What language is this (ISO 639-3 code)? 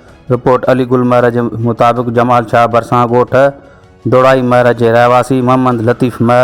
snd